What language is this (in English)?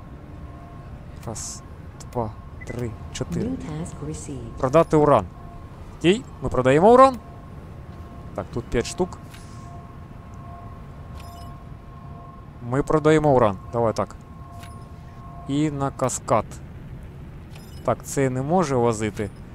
Ukrainian